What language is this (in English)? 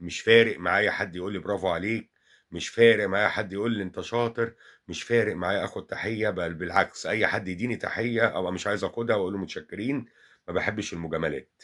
Egyptian Arabic